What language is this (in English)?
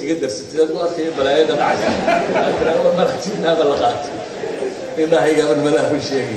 Somali